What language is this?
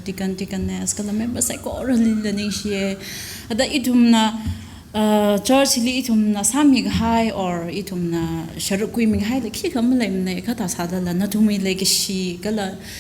Tangkhul Naga (India)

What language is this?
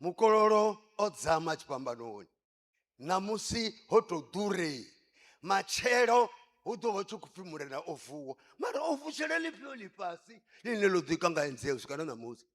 Venda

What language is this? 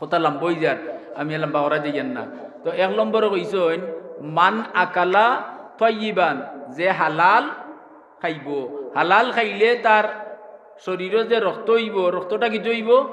Sylheti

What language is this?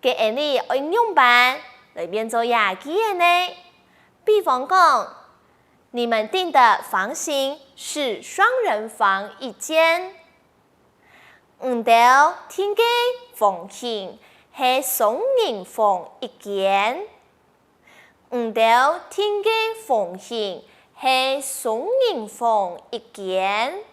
Hakka Chinese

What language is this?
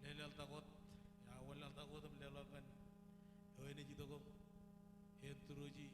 Marshallese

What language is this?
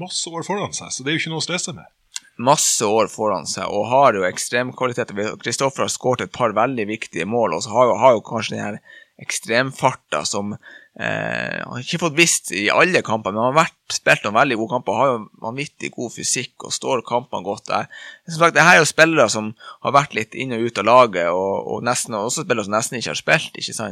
Norwegian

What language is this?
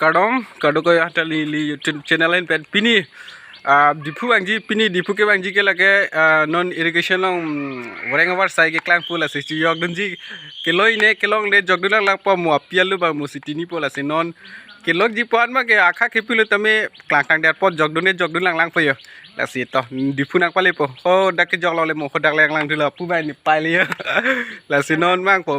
Karbi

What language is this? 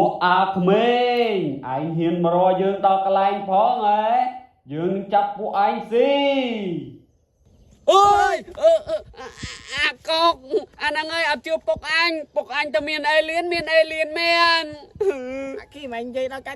Khmer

